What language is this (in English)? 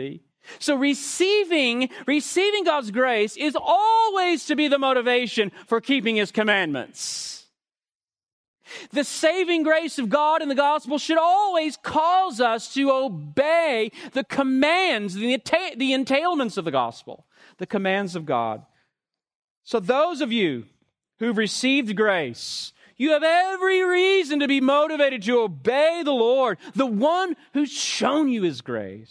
English